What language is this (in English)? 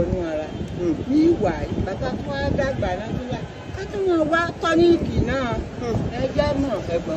Yoruba